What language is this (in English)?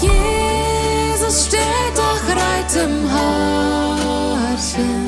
Plautdietsch